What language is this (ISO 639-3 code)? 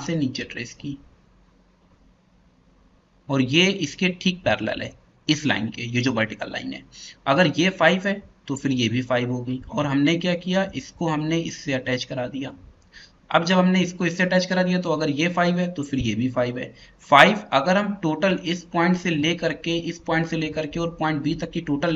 hin